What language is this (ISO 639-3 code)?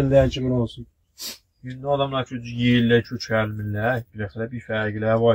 azb